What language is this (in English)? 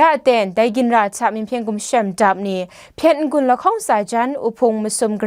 Kachin